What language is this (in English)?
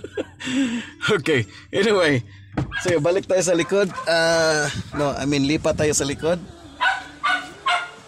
Filipino